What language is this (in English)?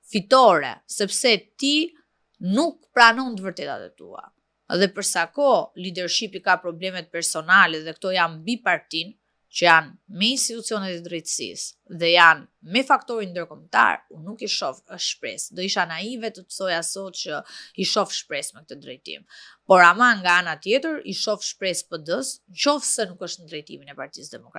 Albanian